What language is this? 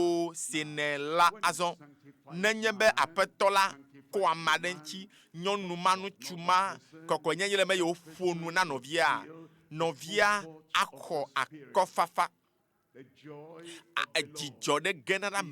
Ewe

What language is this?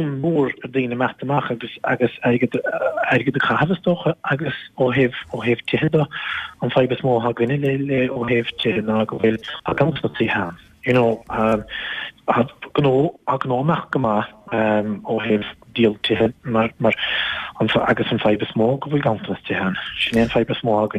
Irish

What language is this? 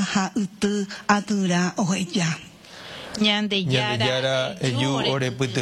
Guarani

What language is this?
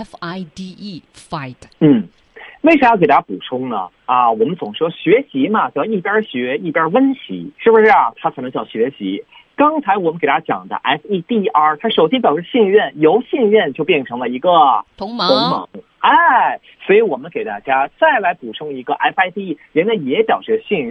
Chinese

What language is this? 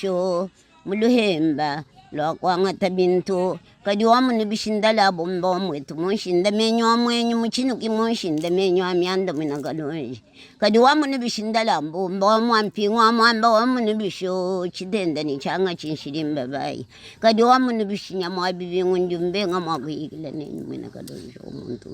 Luba-Lulua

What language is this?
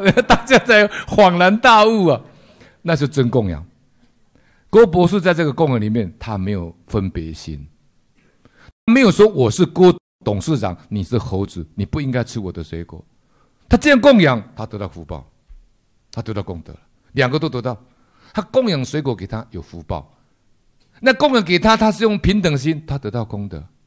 Chinese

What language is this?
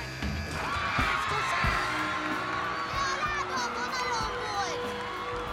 Hungarian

